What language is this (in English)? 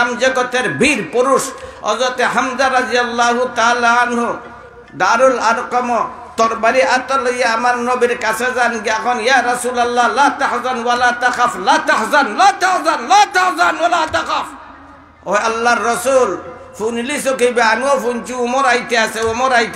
Sylheti